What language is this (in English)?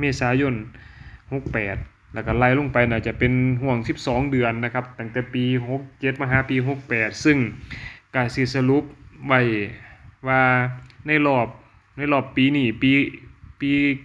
Lao